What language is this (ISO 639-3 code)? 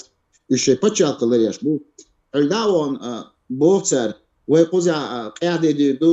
che